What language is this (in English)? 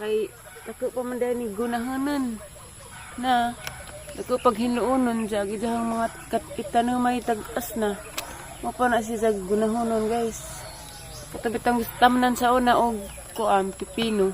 Cebuano